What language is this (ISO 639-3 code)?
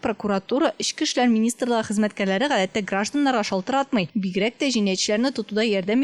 tat